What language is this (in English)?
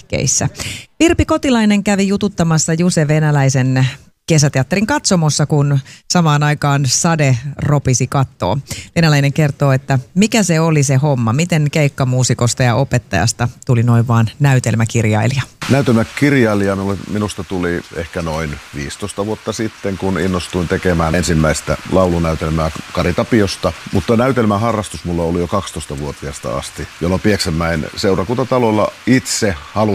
Finnish